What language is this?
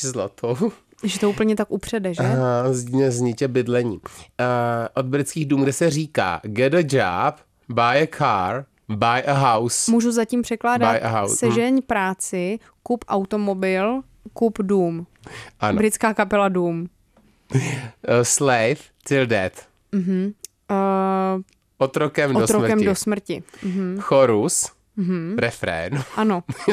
Czech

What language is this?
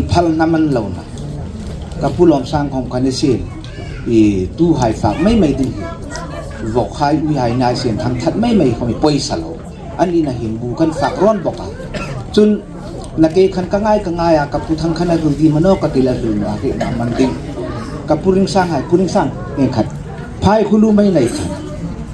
Hmar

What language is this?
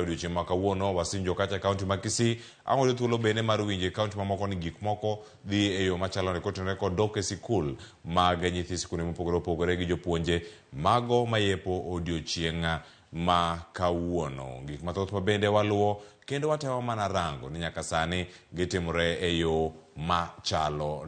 Luo (Kenya and Tanzania)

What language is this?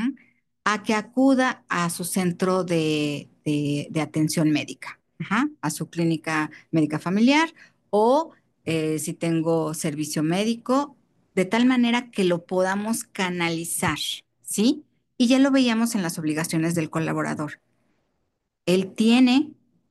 Spanish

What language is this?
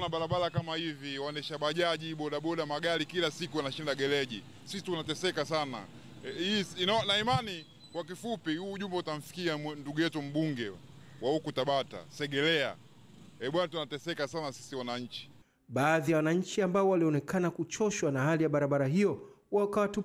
Swahili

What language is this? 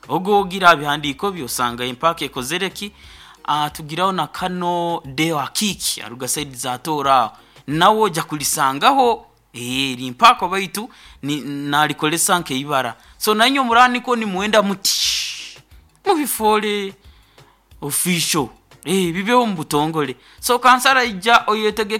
Nyoro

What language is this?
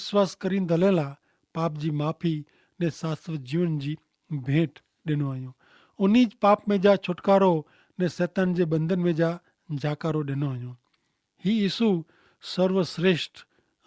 Kachhi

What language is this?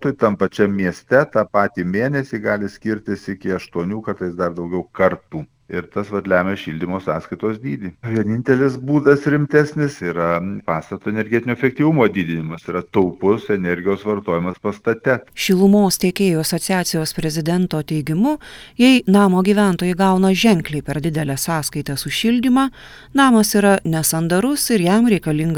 Lithuanian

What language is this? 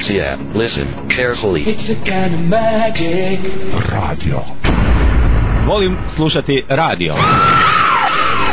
Serbian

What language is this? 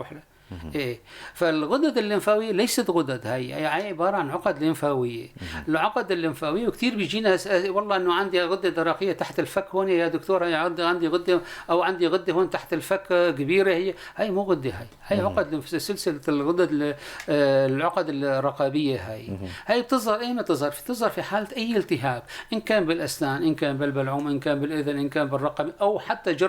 North Levantine Arabic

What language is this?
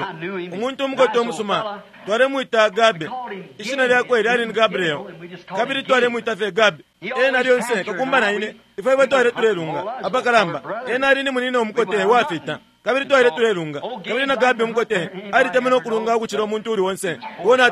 Bemba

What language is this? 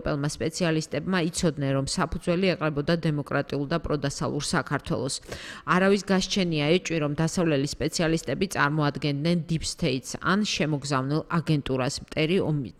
Georgian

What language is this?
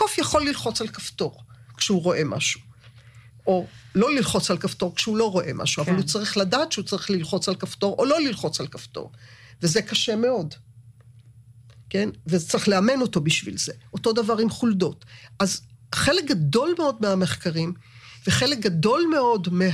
Hebrew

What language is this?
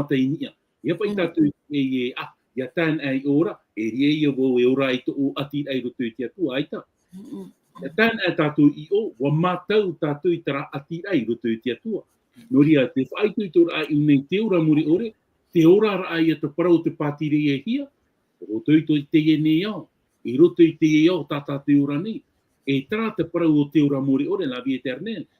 Tahitian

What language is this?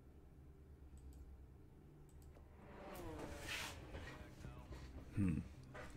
German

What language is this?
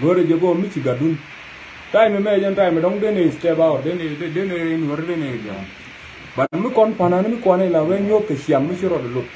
Nuer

